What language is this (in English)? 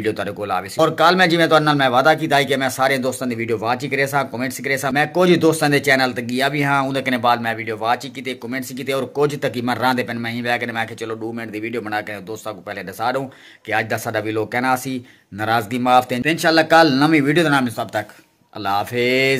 Saraiki